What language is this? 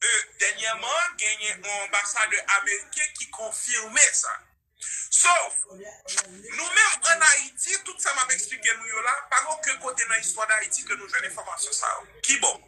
Haitian Creole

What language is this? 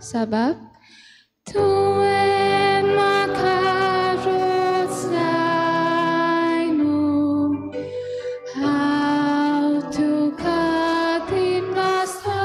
Konkani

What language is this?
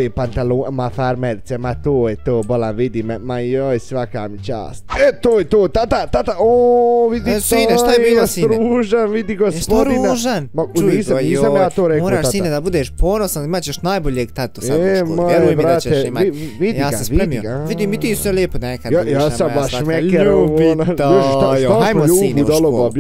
Bosnian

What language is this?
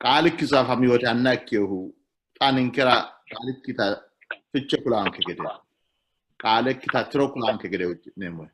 Sidamo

